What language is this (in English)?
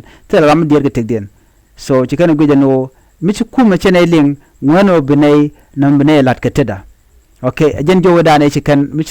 Nuer